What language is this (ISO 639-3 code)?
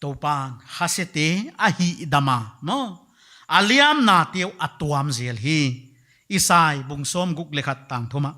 pck